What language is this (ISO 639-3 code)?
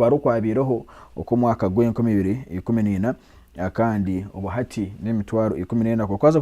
nyn